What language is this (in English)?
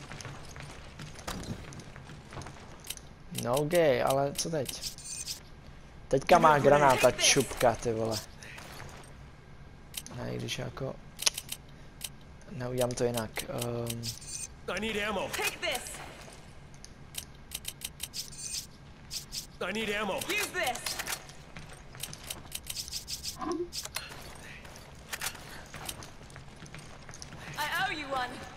Czech